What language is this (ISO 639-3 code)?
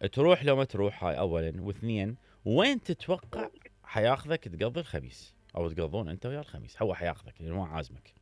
acm